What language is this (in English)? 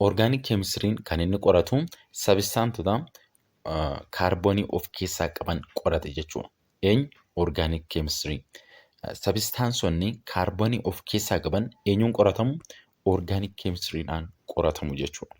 Oromo